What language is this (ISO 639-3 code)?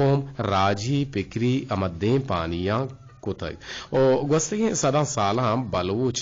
bgp